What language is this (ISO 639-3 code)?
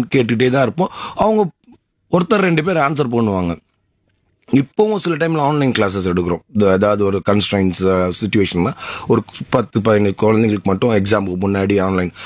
tam